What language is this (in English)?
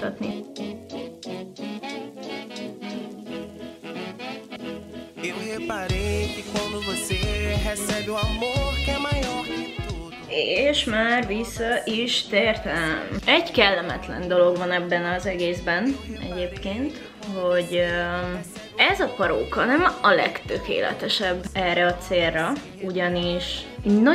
Hungarian